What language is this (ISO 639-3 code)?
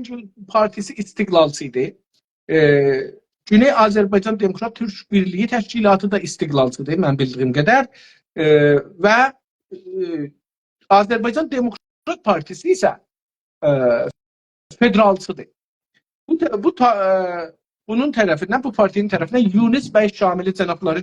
azb